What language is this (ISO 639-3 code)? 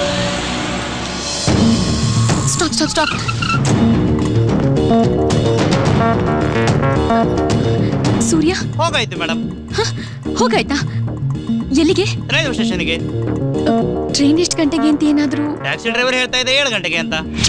kan